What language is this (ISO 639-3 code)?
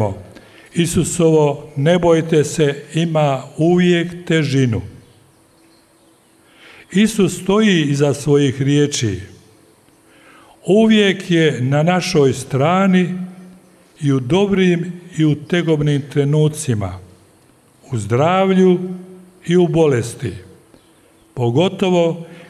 hrv